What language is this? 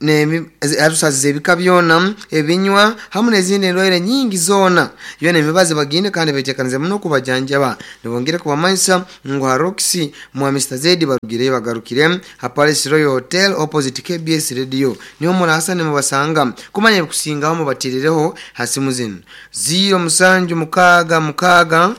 Nyoro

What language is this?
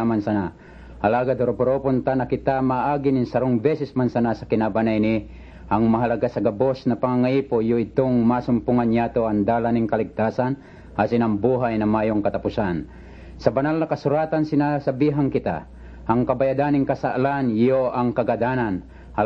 Bikol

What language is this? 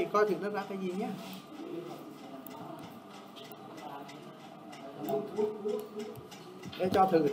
Vietnamese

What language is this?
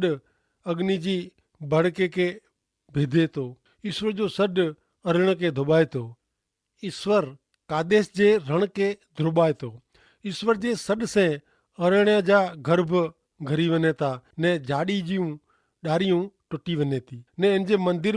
Kachhi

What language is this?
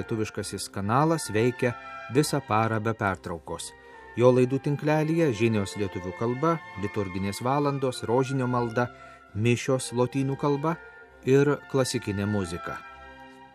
Lithuanian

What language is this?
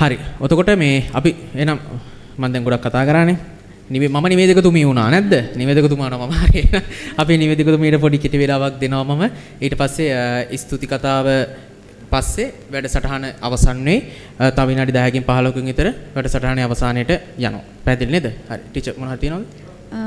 Sinhala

